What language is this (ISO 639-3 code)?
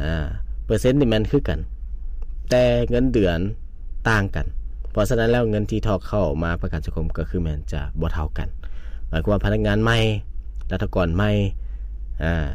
lao